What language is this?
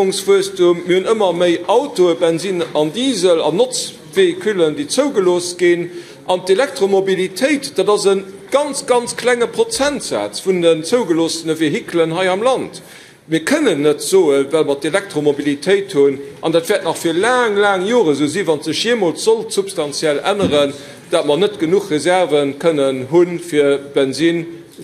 Luxembourgish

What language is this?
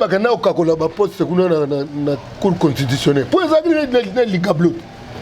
Lingala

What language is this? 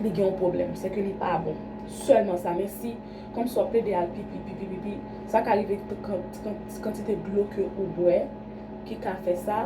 Haitian Creole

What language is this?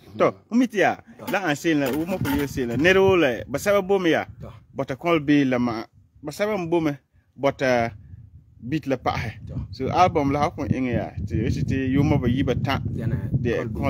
Frafra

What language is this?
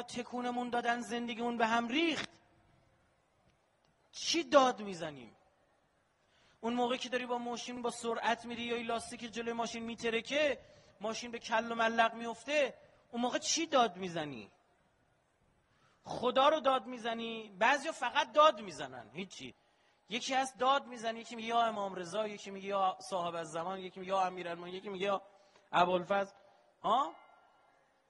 Persian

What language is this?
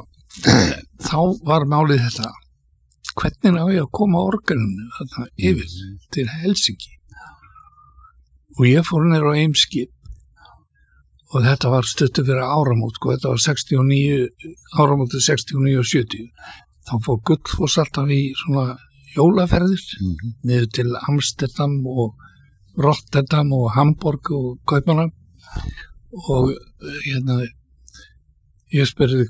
Icelandic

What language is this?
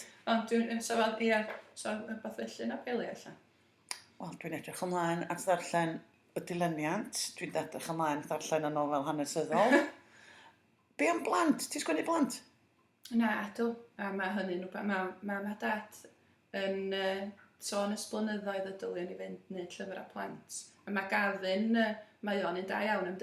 Welsh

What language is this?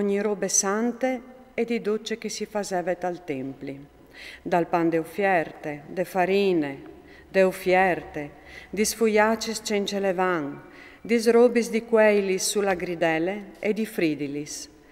Friulian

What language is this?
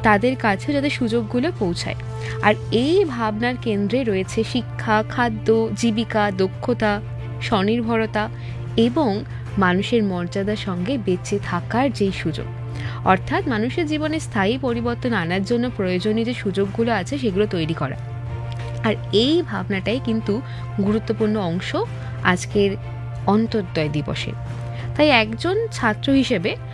Bangla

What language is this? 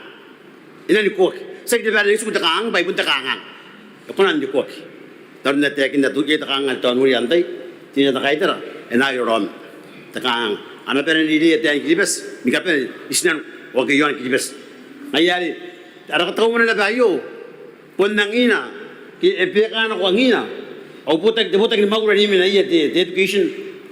Gilbertese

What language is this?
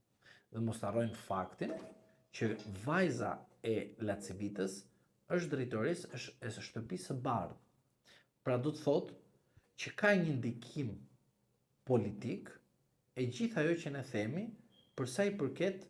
Albanian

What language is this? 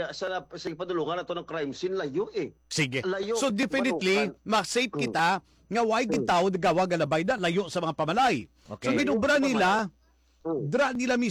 Hiligaynon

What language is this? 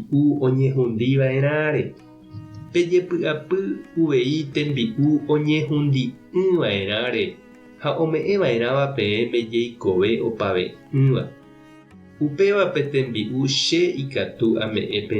Guarani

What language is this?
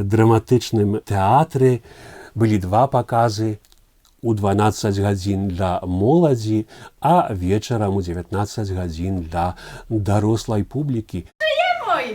Belarusian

